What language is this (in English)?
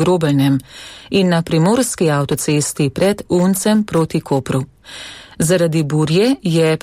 Slovenian